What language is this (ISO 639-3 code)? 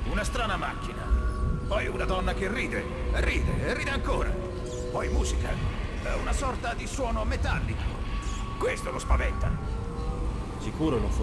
ita